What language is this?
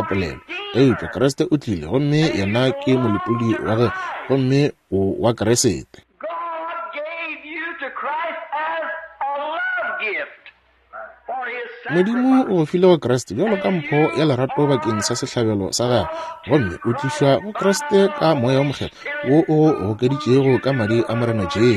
Northern Sotho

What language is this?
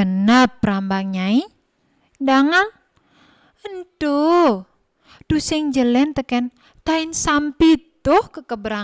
Balinese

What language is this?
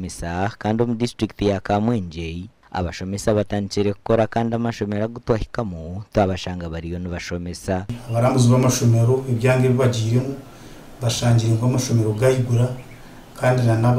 Nyankole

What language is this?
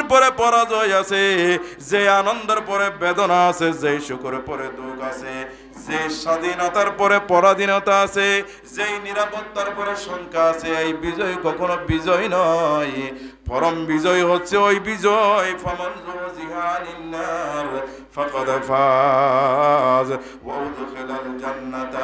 Bangla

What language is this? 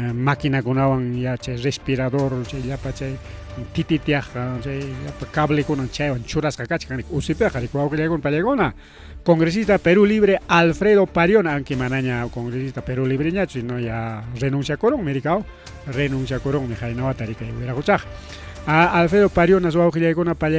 Ayacucho Quechua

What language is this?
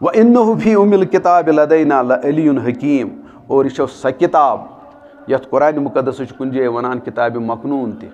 Kashmiri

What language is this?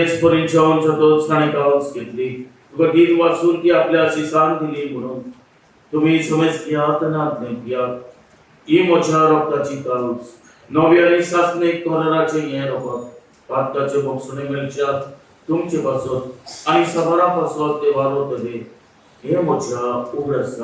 Konkani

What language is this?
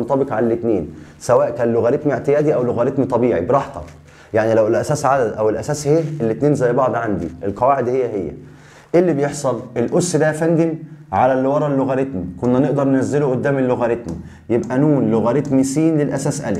Egyptian Arabic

